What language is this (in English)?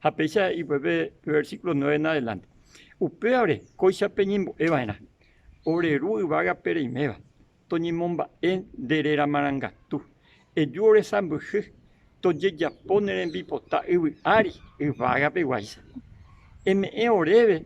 Guarani